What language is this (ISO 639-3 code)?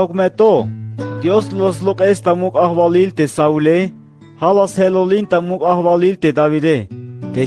tzh